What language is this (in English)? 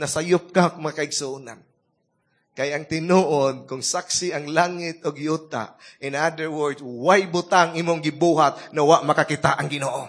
Cebuano